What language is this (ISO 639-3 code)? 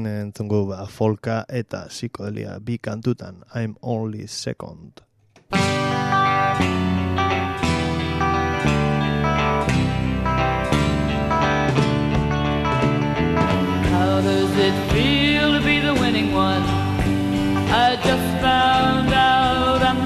eus